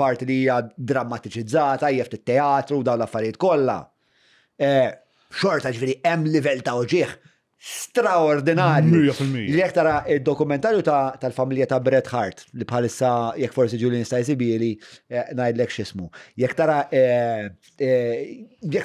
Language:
Maltese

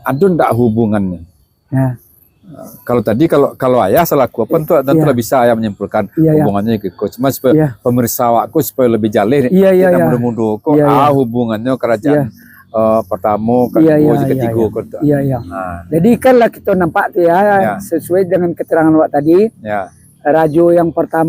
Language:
Minangkabau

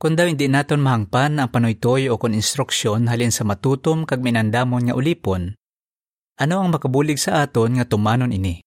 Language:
Hiligaynon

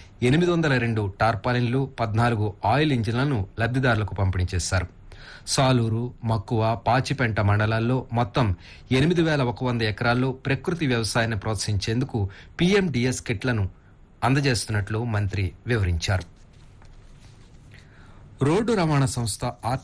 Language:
Telugu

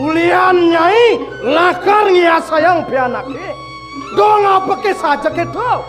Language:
Balinese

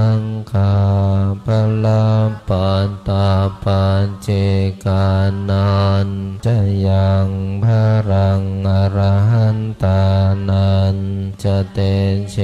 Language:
Pali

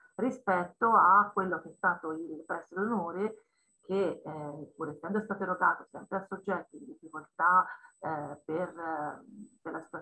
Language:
Italian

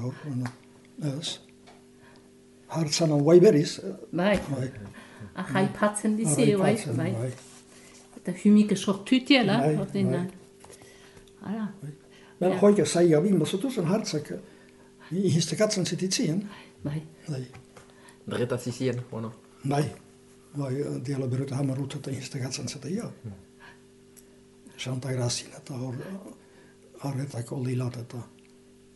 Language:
Basque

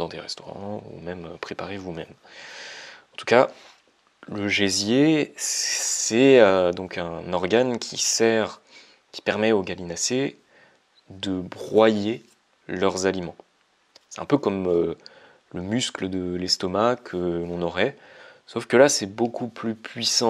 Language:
French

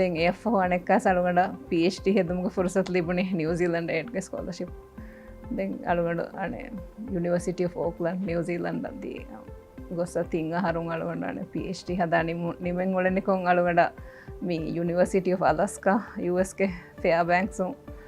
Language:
Divehi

